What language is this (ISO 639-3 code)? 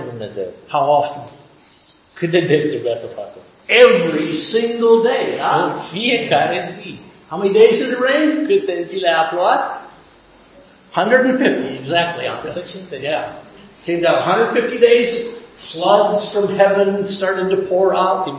ron